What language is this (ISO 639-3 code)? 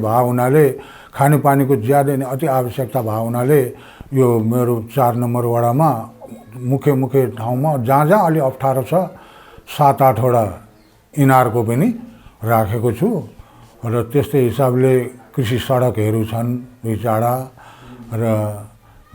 nep